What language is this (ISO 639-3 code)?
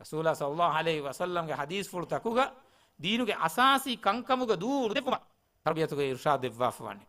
div